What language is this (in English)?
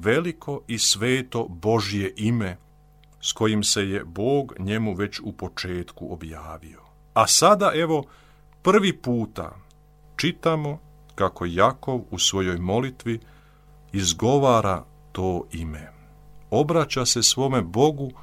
Croatian